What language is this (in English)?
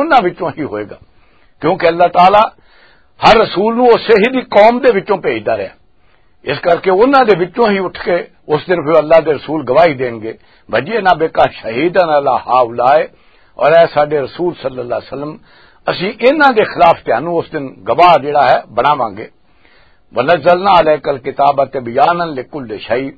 Western Panjabi